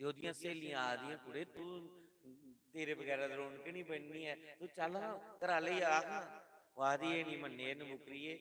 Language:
Dogri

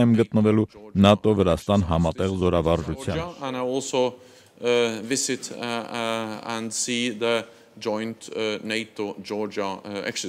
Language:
Armenian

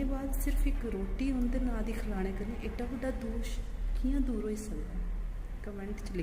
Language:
Dogri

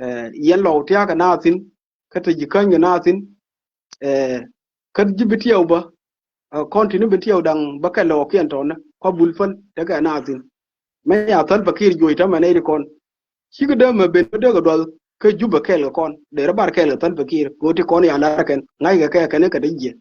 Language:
Nuer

